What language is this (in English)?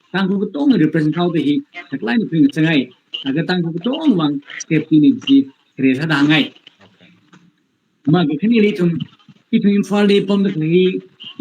Tangkhul Naga (India)